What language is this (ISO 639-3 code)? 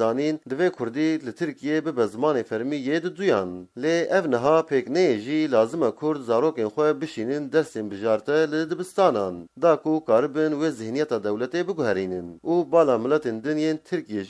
kur